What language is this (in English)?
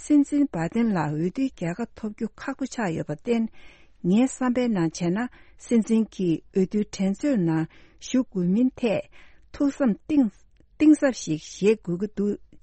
Tibetan